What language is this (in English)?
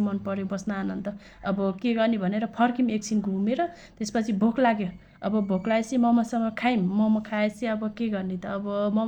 Nepali